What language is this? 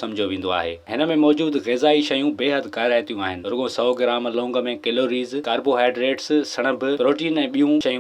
Sindhi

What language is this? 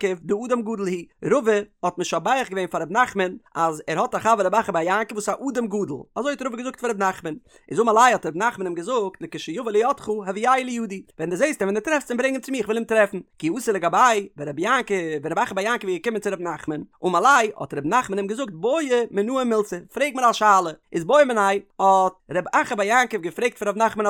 Yiddish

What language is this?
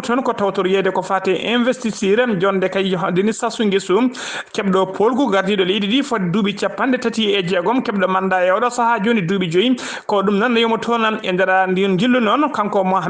Fula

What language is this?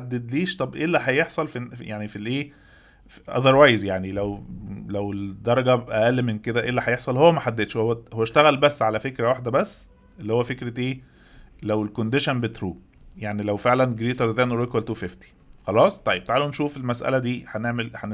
Egyptian Arabic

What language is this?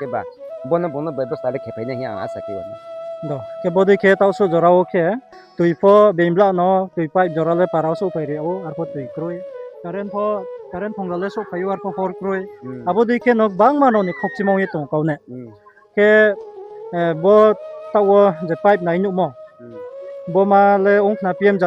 Riang (India)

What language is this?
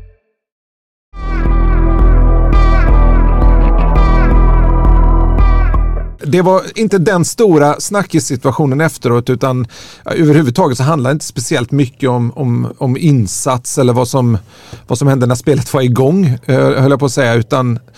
Swedish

